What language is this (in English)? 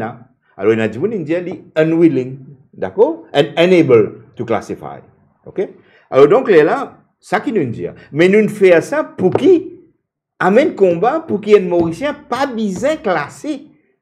Morisyen